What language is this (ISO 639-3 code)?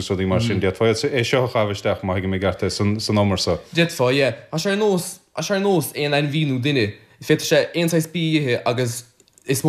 gle